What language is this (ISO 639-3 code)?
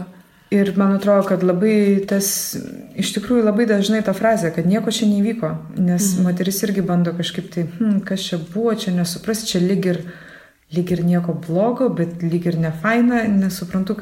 lit